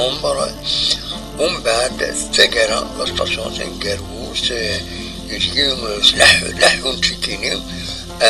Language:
Kabyle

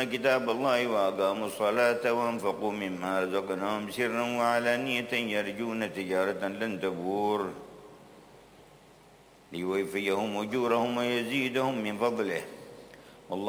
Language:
Arabic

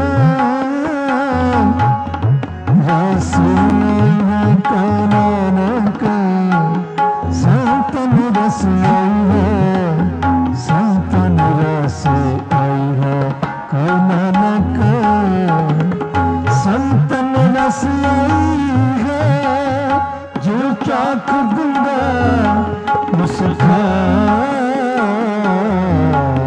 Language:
Hindi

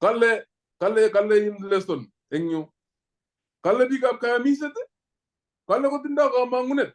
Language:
Kalenjin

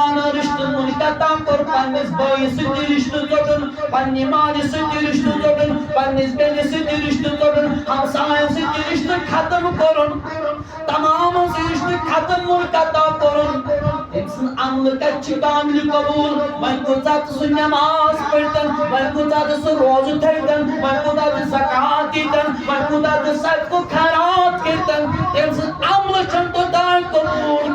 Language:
Kashmiri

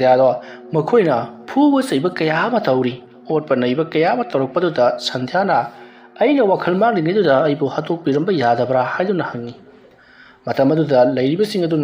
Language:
Manipuri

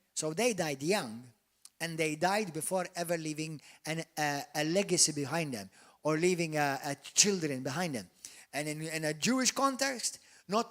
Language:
English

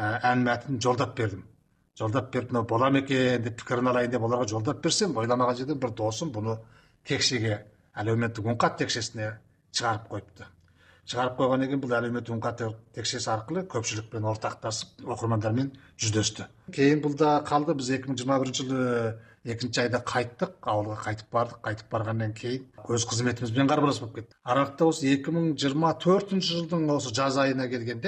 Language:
Kazakh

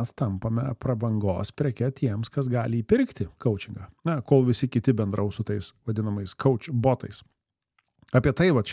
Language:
Lithuanian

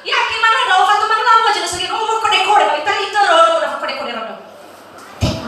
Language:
Nias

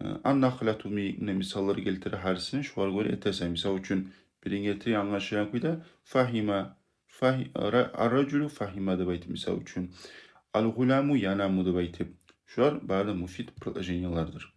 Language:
Kumyk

